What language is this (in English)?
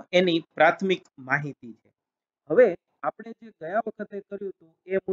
Gujarati